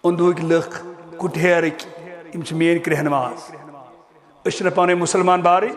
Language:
Kashmiri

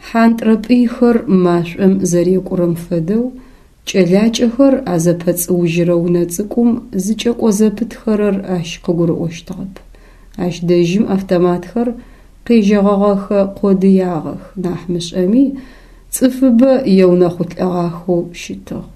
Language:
Adyghe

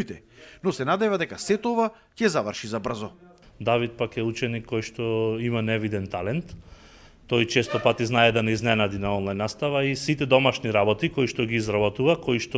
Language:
Macedonian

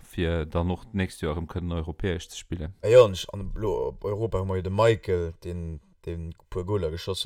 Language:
Luxembourgish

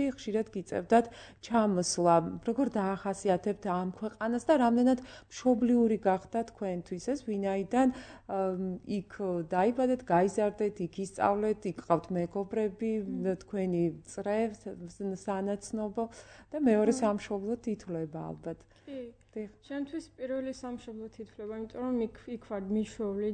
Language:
Georgian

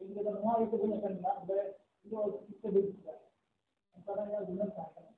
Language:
Santali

